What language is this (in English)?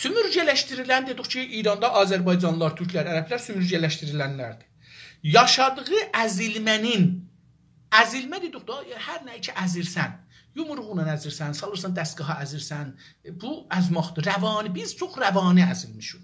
South Azerbaijani